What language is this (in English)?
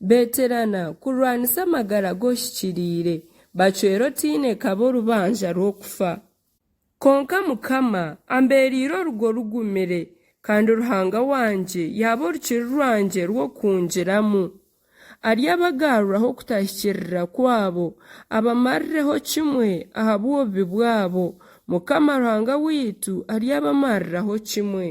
Nyankole